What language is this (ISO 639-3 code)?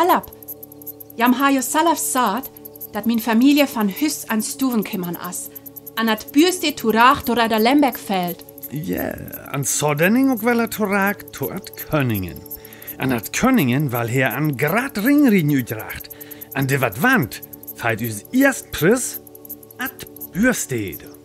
frr